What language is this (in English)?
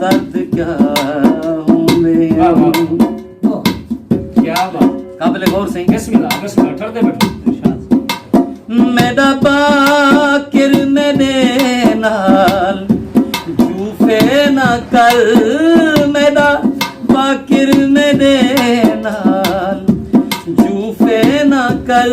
Saraiki